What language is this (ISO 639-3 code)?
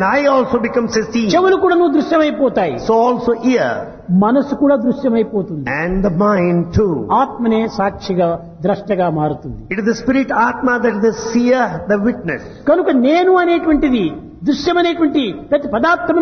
tel